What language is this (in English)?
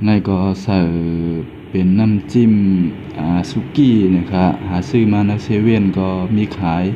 Shan